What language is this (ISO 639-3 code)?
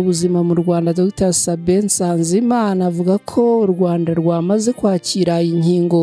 kin